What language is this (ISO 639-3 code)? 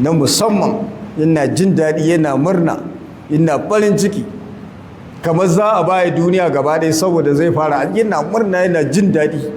hau